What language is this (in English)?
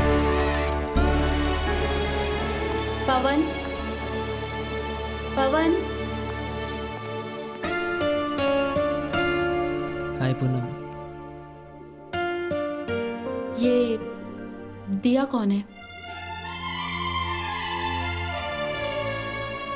Malayalam